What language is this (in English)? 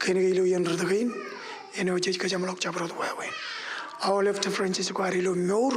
Marshallese